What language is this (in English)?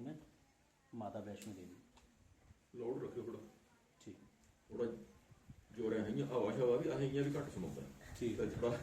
Dogri